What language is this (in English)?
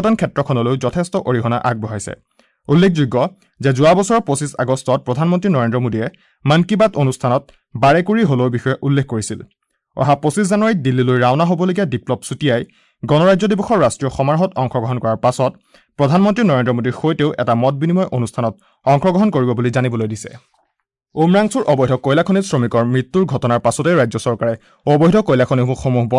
Assamese